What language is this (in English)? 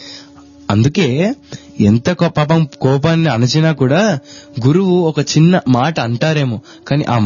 Telugu